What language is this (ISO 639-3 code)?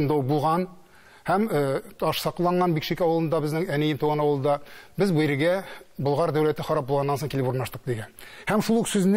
tat